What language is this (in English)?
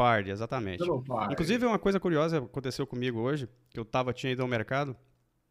Portuguese